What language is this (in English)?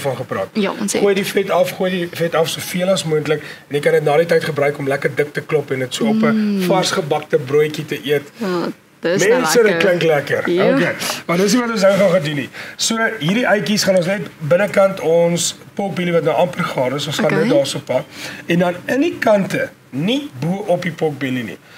Afrikaans